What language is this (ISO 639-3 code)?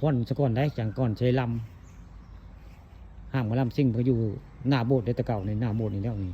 tts